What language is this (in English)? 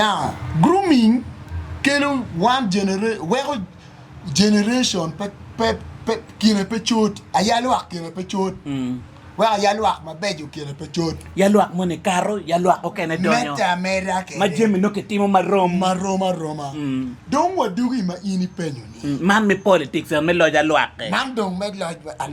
Acoli